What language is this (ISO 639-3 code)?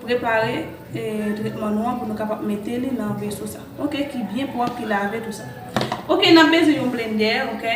hat